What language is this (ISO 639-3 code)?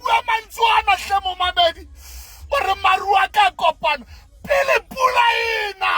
sot